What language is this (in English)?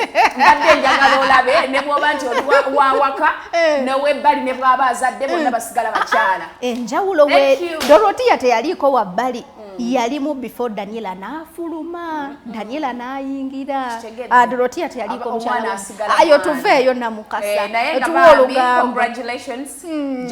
Ganda